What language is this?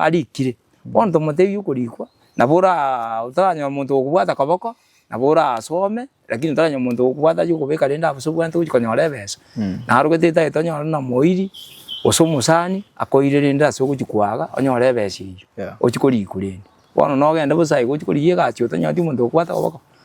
Gusii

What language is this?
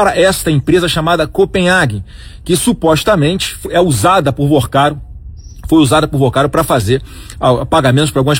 Portuguese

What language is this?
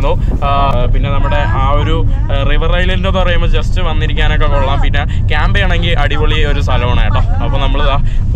Malayalam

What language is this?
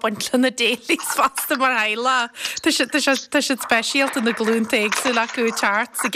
Irish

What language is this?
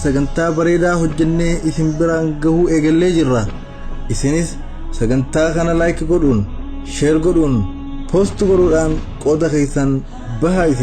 Oromo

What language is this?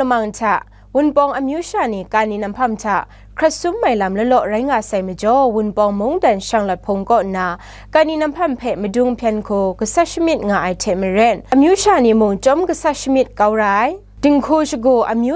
Kachin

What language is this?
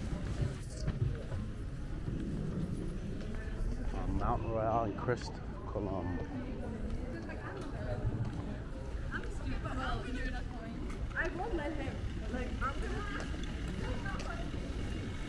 English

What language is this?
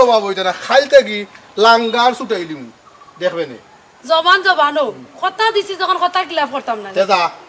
Sylheti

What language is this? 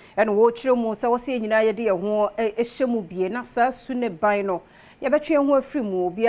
Akan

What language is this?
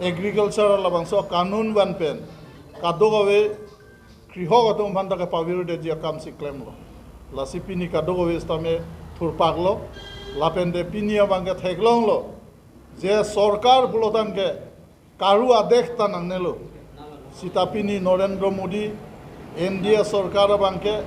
Karbi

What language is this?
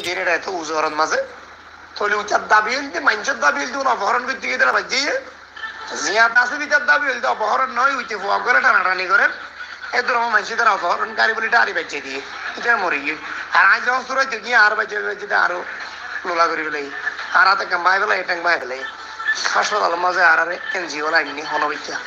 Rohingya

